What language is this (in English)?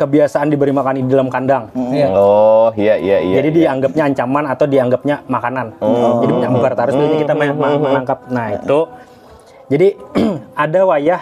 Banjar